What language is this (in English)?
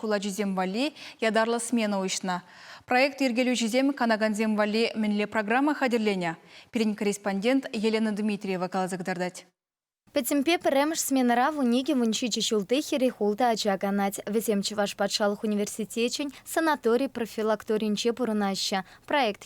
Chuvash